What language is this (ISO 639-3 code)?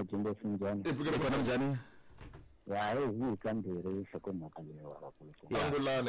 tso